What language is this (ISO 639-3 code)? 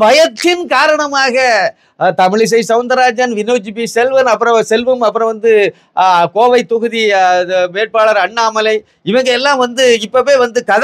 tam